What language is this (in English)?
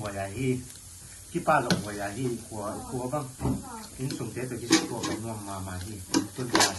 Tedim Chin